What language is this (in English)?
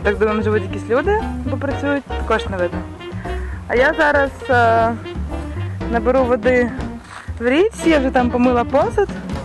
Ukrainian